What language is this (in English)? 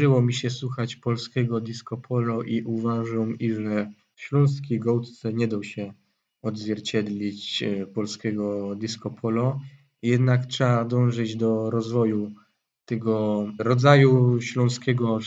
Silesian